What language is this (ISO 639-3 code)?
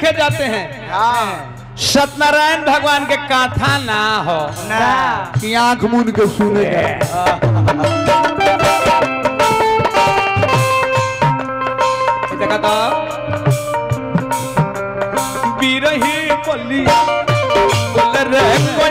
bho